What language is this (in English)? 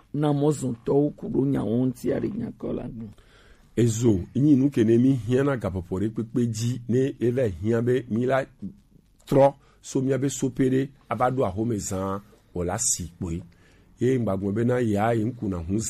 Gen